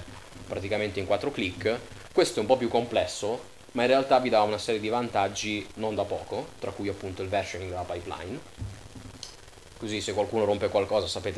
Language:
Italian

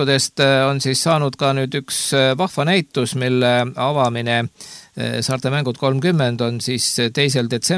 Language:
Estonian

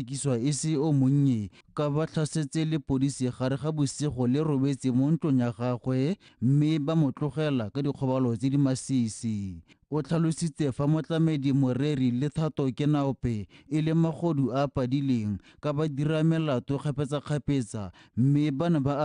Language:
Tswana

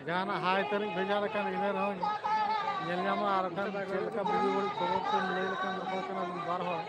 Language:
Santali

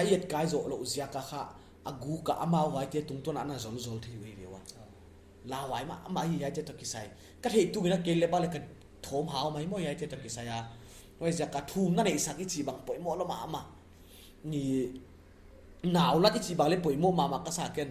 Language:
Paite Chin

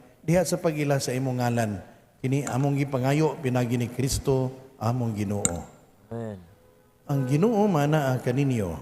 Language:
Cebuano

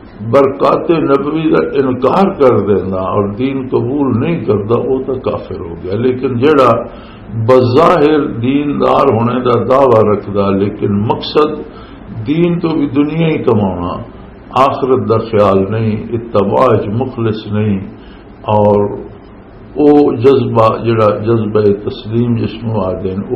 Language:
Western Panjabi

